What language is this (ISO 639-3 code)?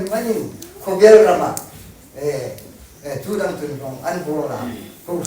hmr